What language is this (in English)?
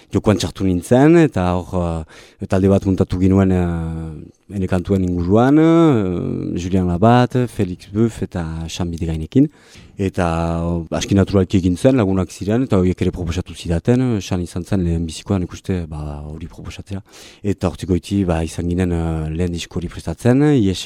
Basque